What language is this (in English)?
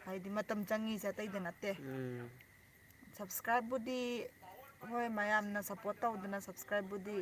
Manipuri